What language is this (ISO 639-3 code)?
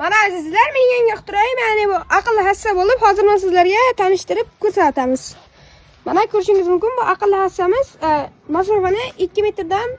uzb